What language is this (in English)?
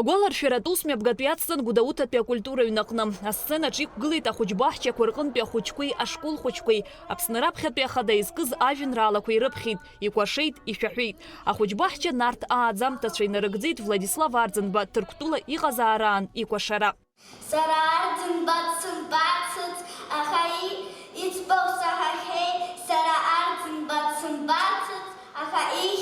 Abkhazian